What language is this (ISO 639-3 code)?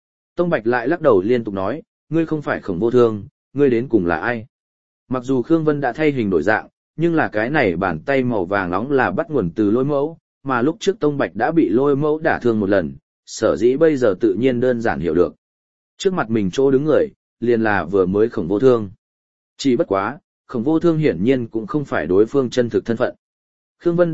vie